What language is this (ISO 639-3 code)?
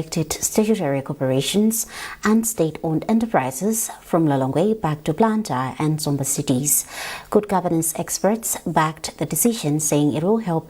eng